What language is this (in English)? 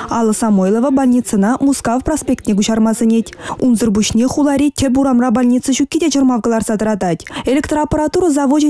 Chuvash